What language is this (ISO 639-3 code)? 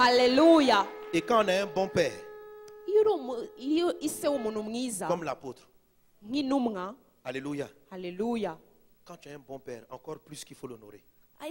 kin